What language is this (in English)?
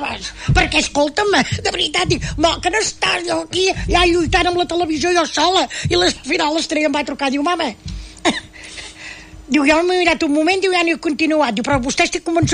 Catalan